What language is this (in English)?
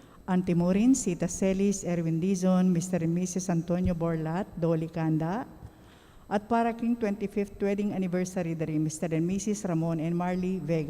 Pampanga